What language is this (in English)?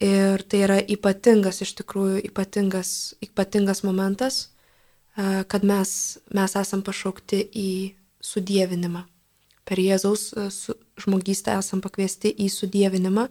Lithuanian